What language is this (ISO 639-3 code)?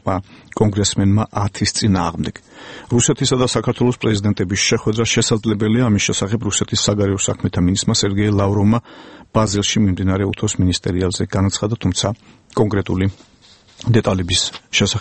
kat